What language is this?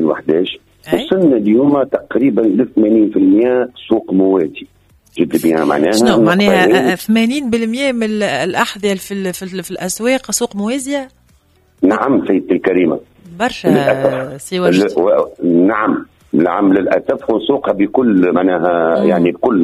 Tunisian Arabic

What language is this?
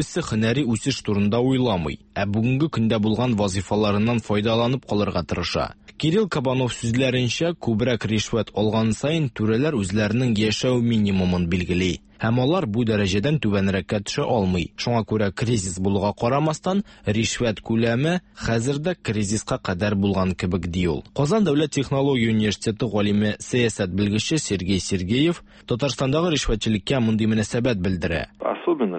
Tatar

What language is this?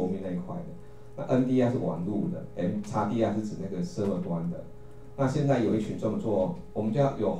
Chinese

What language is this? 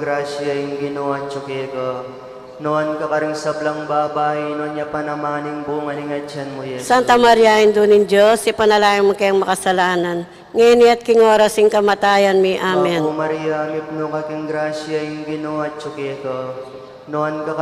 Pampanga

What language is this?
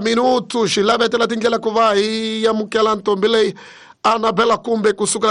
Tsonga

